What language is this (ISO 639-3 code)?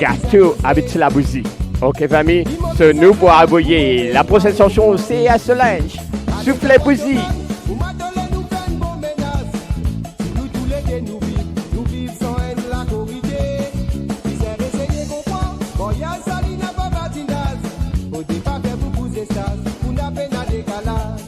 mfe